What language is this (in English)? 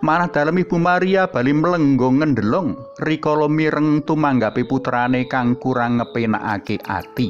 Javanese